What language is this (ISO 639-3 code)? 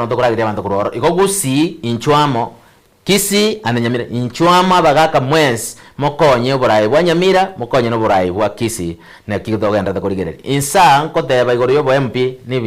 guz